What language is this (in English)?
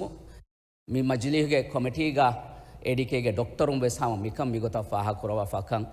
Divehi